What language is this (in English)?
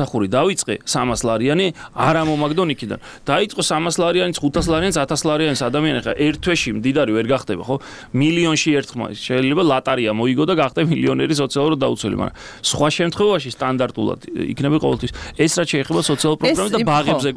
Georgian